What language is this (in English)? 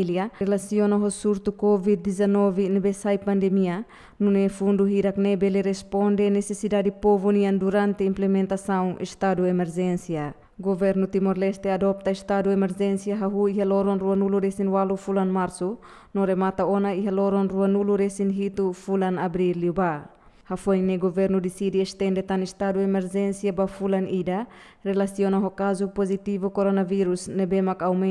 Tetum